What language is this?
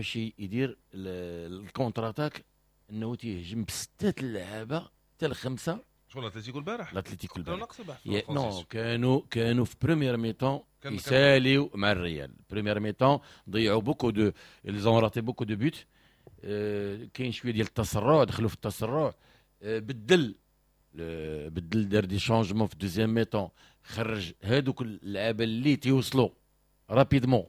Moroccan Arabic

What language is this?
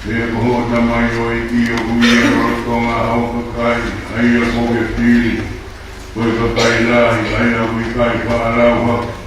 Tongan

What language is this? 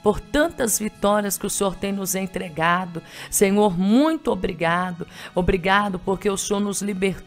Portuguese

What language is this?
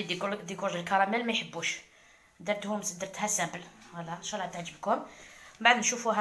Algerian Arabic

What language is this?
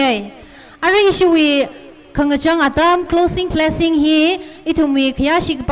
Tangkhul Naga (India)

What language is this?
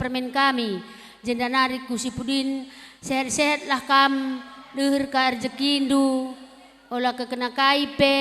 Batak Karo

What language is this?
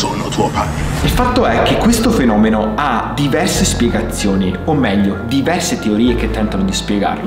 Italian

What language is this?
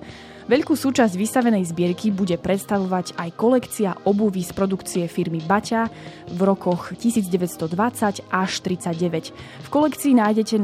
Slovak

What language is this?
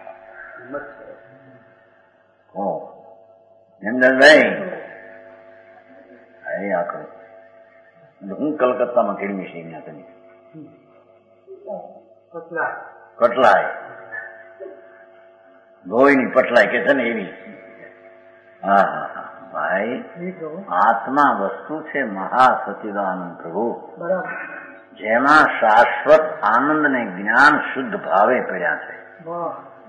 Gujarati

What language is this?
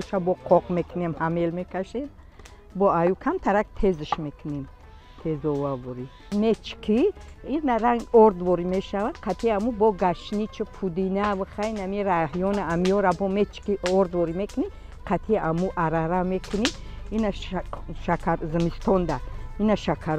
Tajik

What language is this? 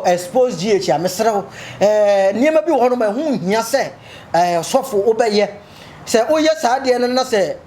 Akan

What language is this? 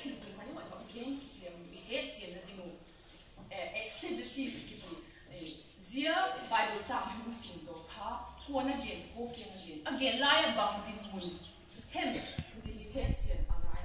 Vaiphei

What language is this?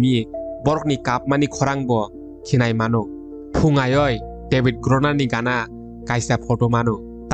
Kok Borok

